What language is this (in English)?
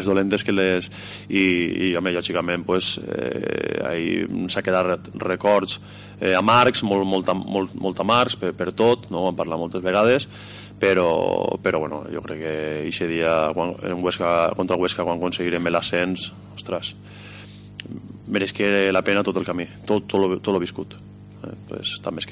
Catalan